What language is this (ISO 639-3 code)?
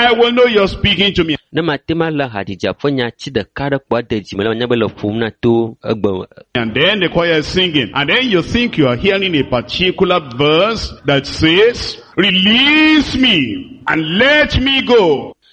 ewe